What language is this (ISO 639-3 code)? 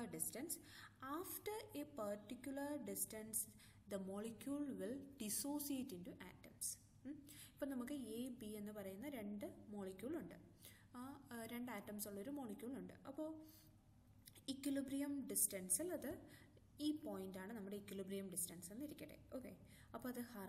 mal